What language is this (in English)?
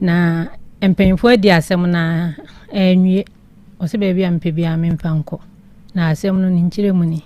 Akan